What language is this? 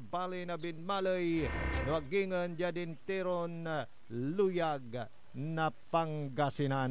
Pangasinan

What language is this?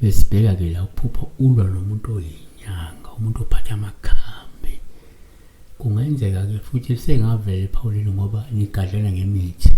Zulu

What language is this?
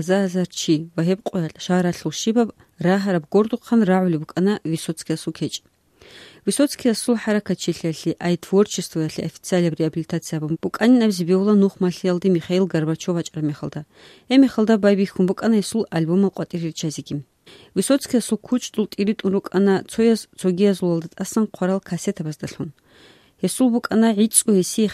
Avaric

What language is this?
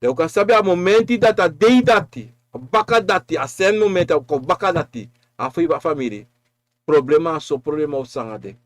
Sranan Tongo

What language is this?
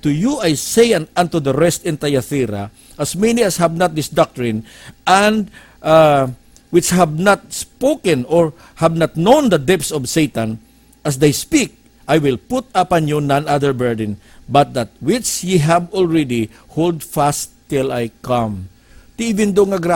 Hiligaynon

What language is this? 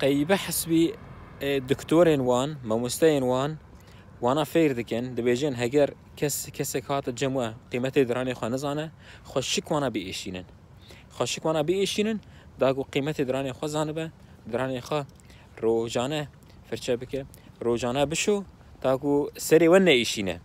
Kurdish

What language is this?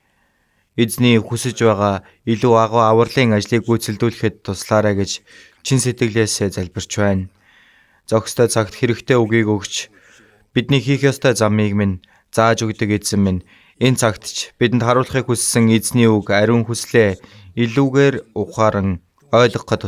Mongolian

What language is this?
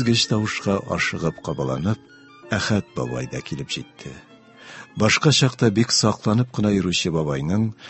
Tatar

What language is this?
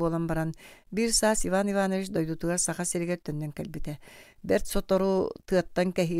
Yakut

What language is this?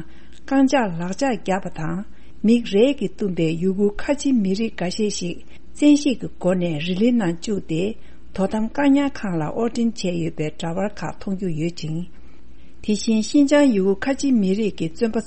Tibetan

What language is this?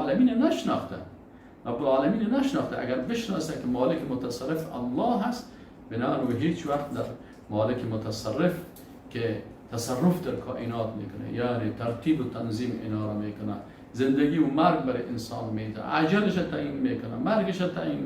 Persian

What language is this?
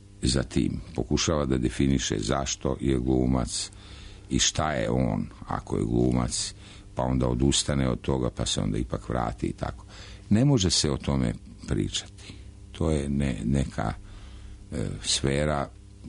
Serbian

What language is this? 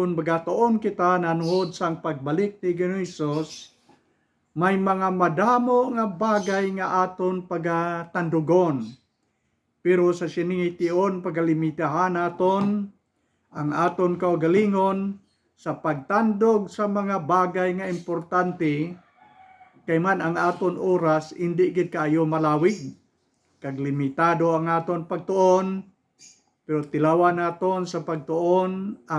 Hiligaynon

